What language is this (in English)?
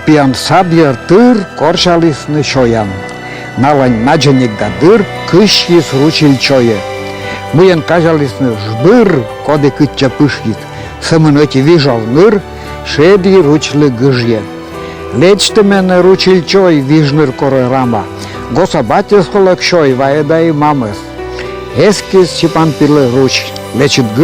Komi